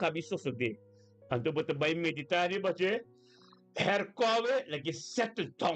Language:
Papiamento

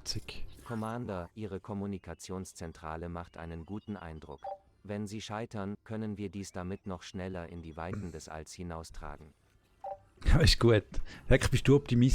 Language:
Swiss German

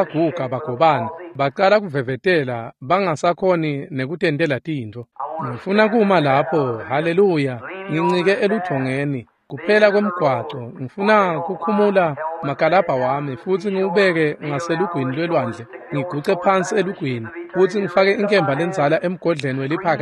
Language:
Swati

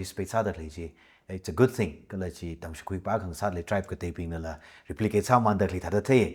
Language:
Tangkhul Naga (India)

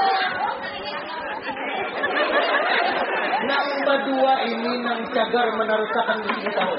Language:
Banjar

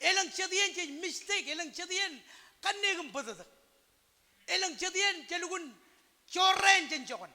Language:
Marshallese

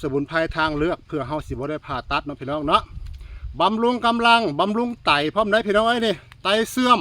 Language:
Northeastern Thai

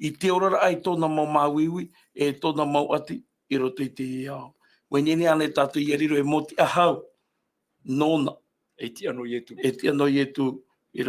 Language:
Tahitian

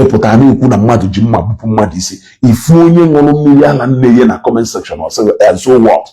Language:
Igbo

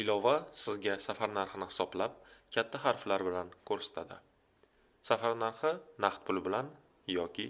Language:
Uzbek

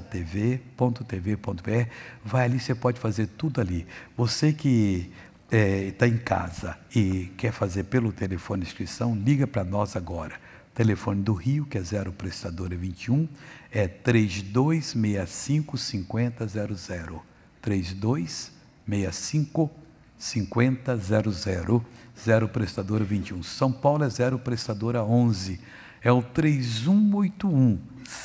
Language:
Portuguese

